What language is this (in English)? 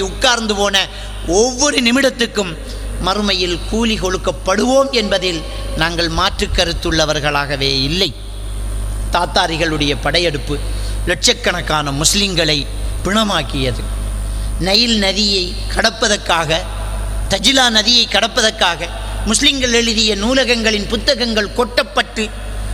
Tamil